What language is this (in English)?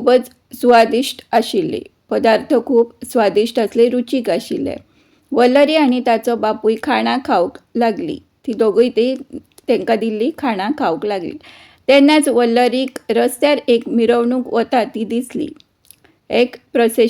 Konkani